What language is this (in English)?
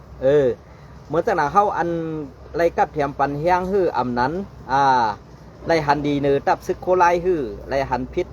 Shan